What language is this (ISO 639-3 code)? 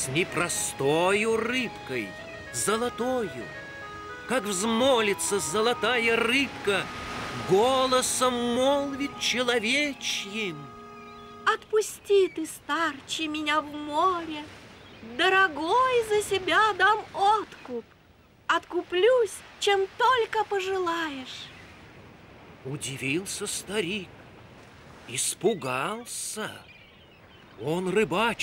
rus